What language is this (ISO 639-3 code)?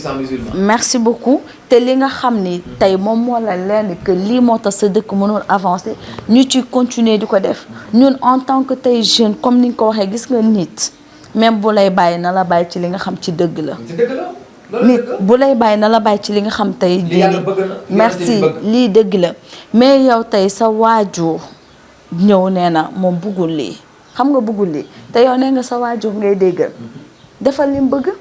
wol